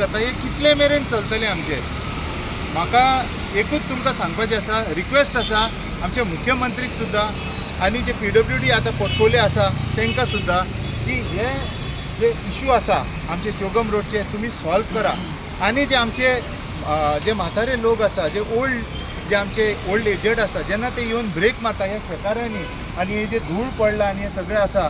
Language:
Konkani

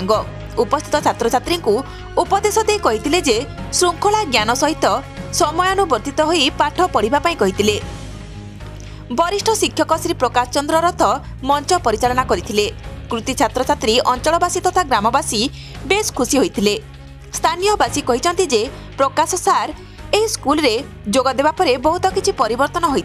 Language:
Odia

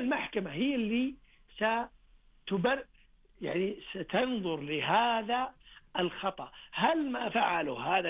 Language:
Najdi Arabic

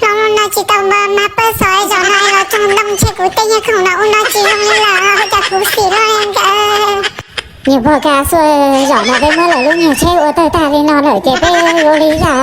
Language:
Hmong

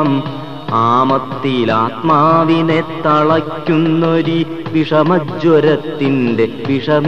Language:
Malayalam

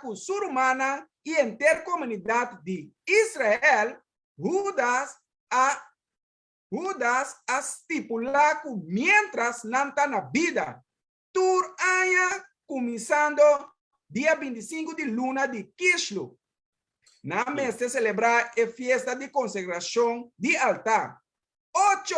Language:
Papiamento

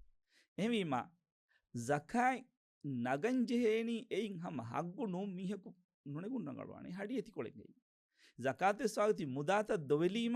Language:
Divehi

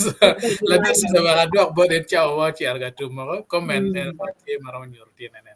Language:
Acoli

